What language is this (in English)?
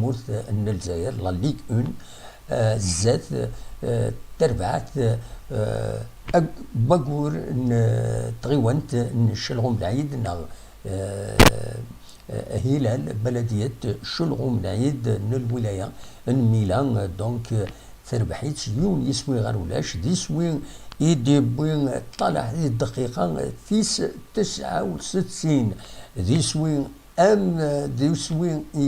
Kabyle